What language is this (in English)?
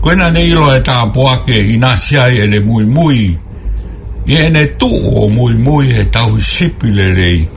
Tongan